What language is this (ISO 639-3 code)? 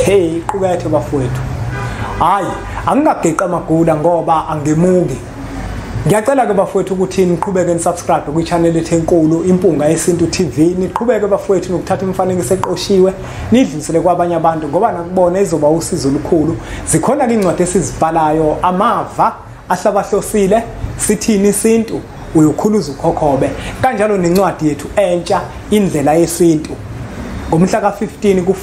zul